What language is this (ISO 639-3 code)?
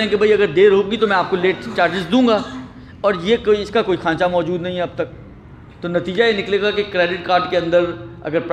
urd